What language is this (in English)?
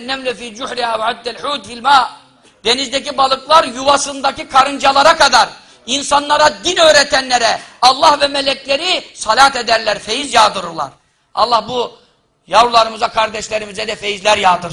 Turkish